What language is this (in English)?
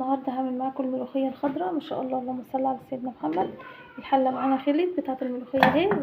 Egyptian Arabic